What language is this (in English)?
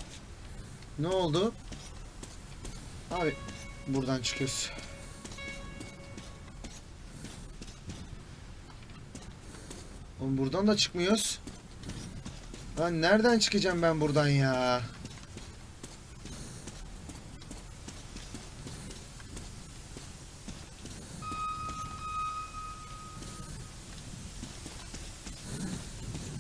Turkish